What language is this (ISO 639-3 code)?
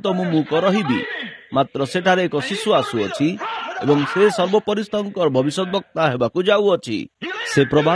ori